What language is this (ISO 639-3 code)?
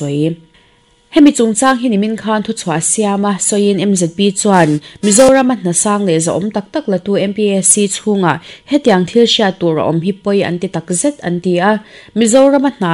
lus